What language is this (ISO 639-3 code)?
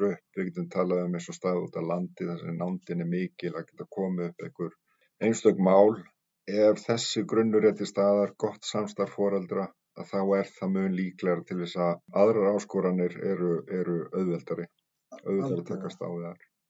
isl